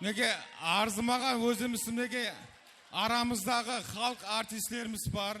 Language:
Kara-Kalpak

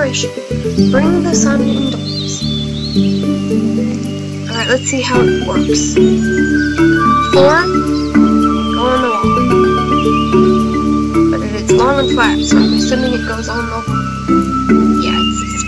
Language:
English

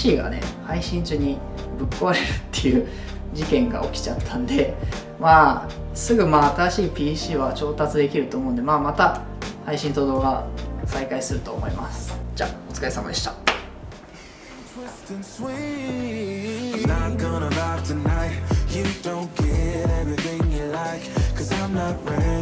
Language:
Japanese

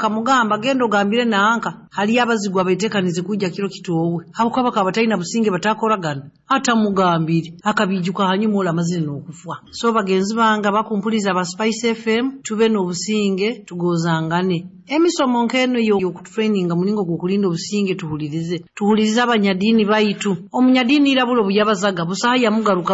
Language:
Nyoro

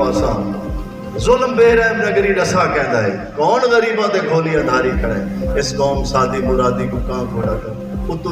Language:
Saraiki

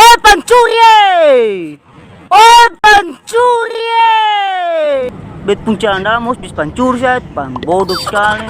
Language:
Ambonese Malay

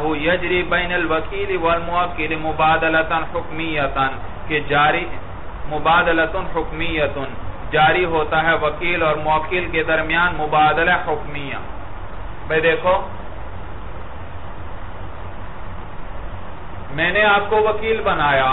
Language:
Urdu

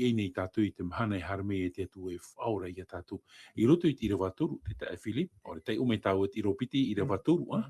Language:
Tahitian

